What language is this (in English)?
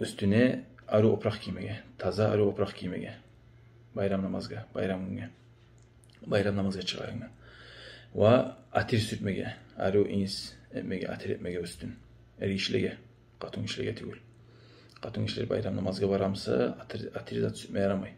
Kumyk